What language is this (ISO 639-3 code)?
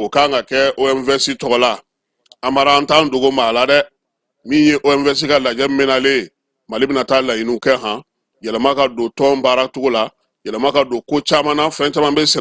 bam